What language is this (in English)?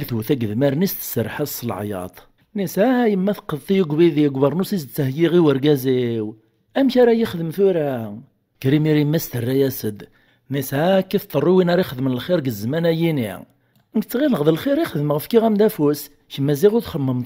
Kabyle